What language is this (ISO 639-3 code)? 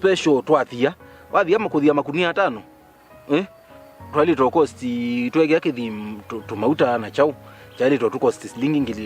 kam